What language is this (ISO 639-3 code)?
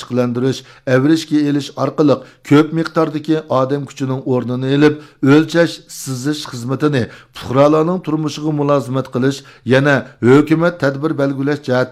uig